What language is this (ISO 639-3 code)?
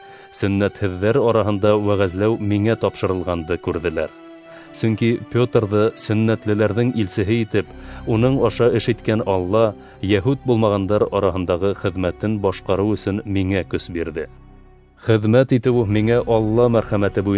bak